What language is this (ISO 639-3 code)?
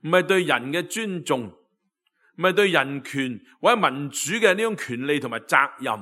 yue